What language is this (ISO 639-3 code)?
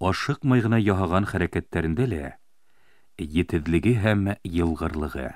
bak